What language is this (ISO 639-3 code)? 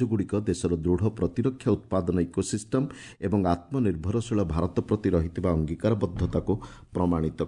ori